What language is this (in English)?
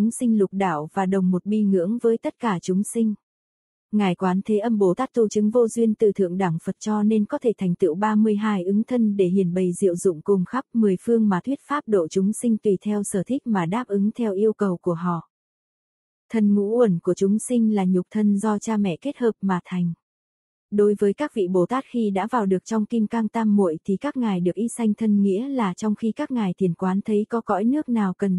Vietnamese